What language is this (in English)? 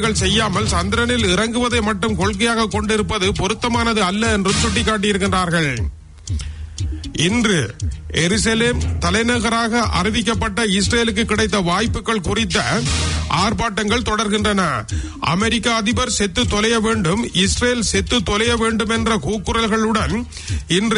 Tamil